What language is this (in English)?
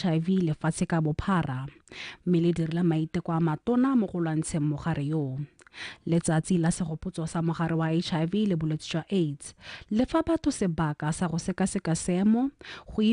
Tswana